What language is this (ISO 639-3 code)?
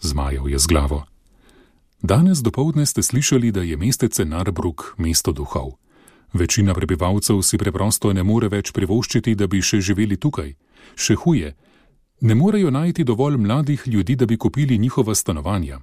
slv